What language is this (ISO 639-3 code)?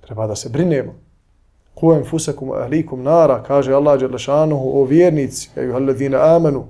bos